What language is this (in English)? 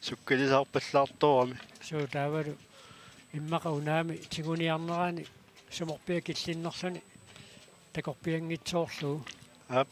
Kalaallisut